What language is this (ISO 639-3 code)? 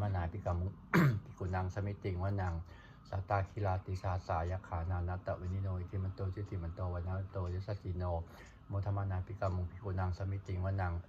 pli